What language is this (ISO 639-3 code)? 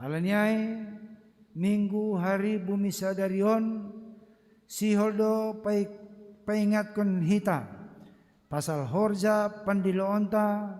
bts